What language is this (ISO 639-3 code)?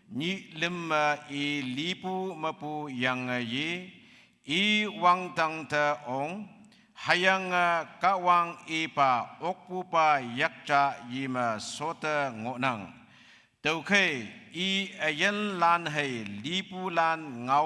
nbe